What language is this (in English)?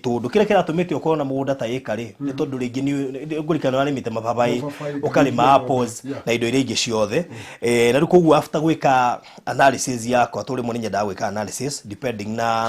Kikuyu